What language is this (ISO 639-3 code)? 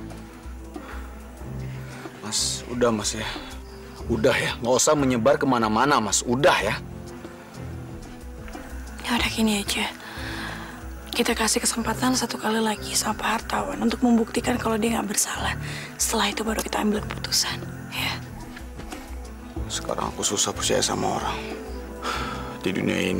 ind